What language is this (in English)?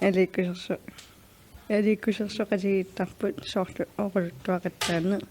Kalaallisut